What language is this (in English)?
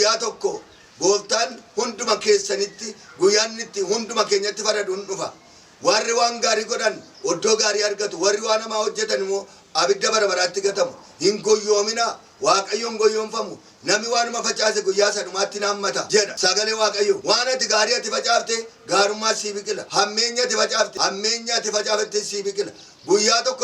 Oromo